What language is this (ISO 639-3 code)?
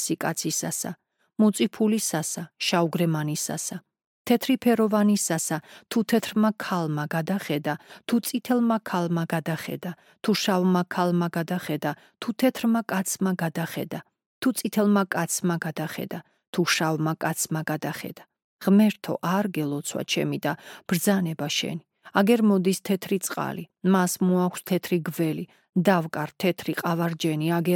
kat